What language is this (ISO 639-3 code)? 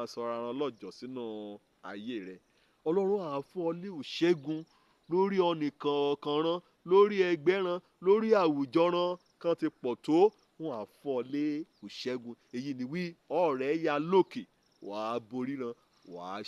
yor